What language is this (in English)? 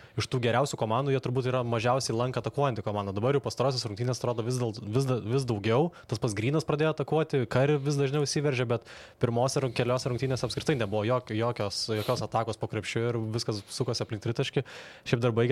Lithuanian